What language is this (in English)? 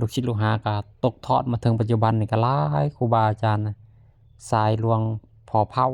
Lao